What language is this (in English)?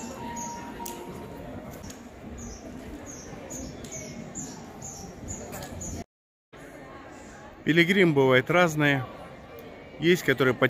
Russian